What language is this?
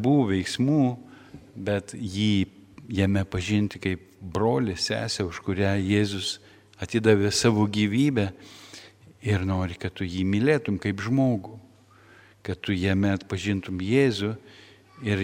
Lithuanian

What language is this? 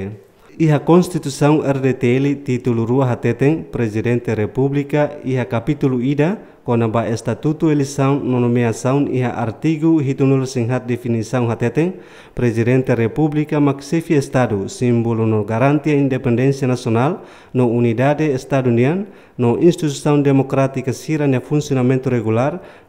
Tetum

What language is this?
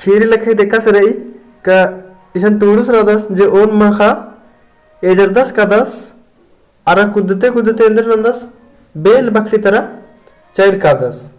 Kurukh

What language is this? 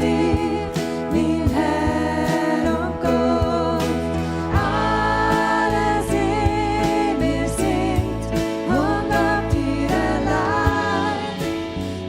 Swiss German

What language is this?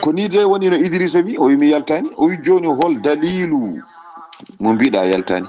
Fula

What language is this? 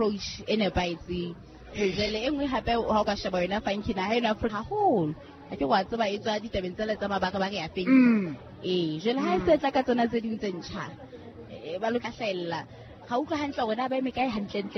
Southern Sotho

